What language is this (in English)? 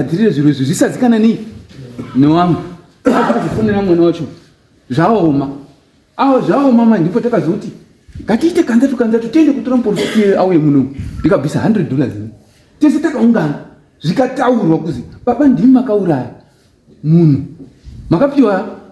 Shona